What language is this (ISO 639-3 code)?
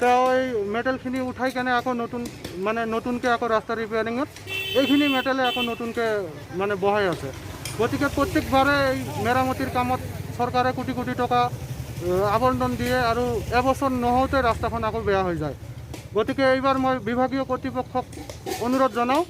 asm